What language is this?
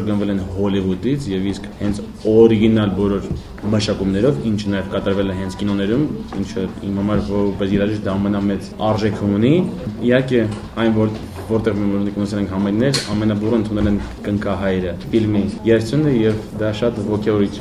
Armenian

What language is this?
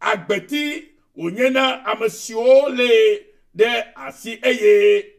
Ewe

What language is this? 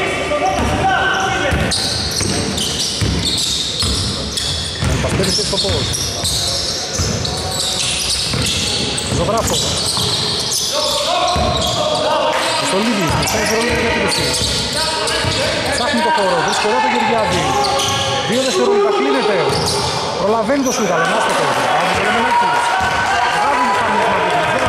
Greek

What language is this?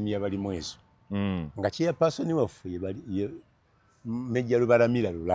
Ganda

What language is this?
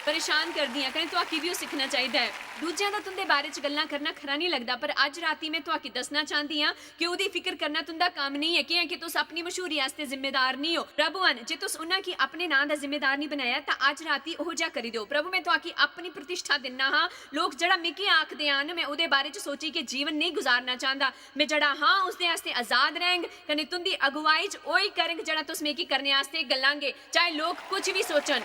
Dogri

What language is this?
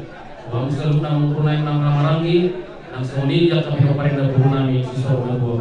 Batak Toba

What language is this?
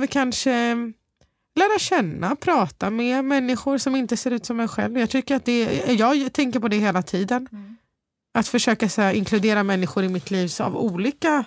Swedish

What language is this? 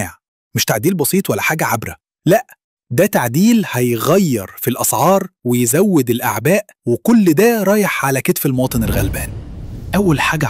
Egyptian Arabic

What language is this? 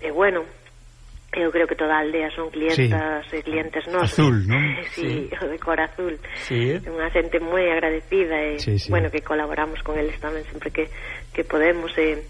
Galician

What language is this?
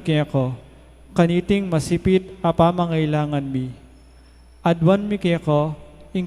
Pampanga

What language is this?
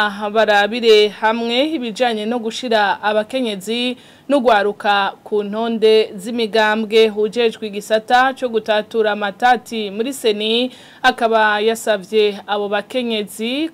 Rundi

